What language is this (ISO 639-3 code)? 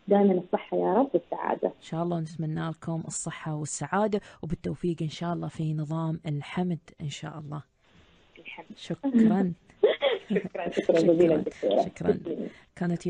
ara